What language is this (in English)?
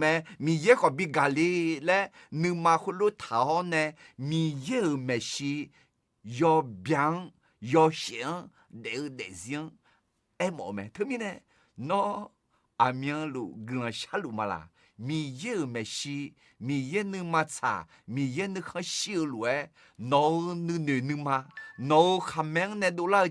Akha